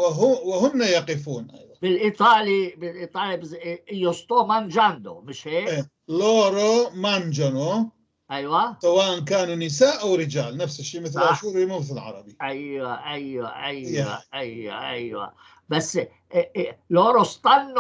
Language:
North Levantine Arabic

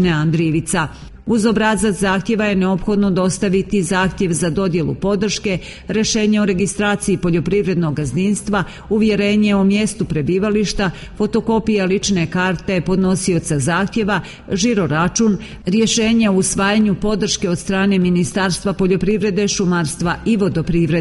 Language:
Serbian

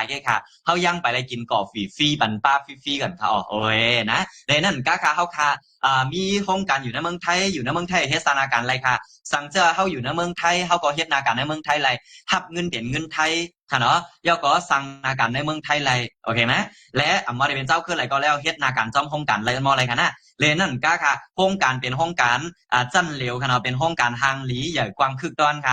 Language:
Shan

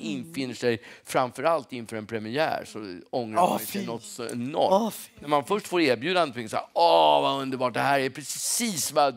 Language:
Swedish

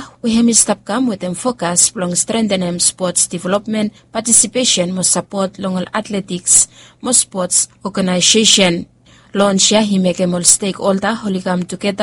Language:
Bislama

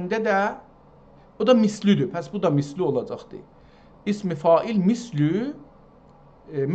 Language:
South Azerbaijani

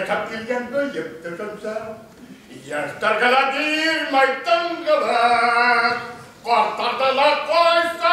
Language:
Bashkir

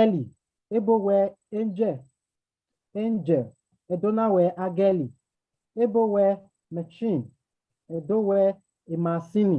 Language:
Bini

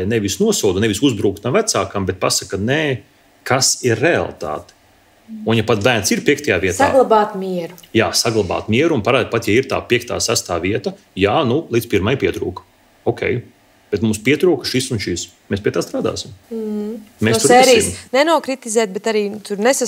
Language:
Latvian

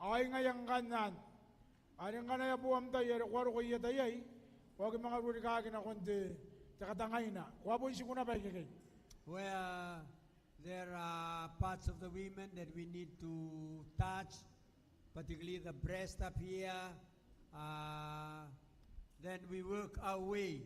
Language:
Gilbertese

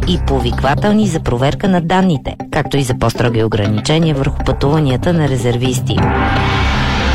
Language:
Bulgarian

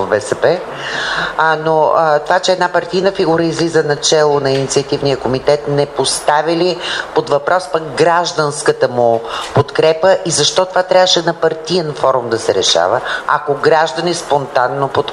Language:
Bulgarian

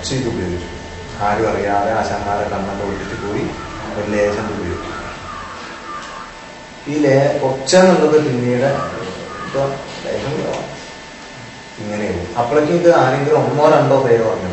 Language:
Malayalam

